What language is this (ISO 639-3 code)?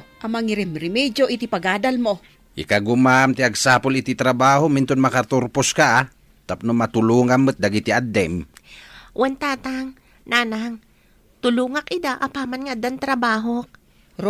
ilo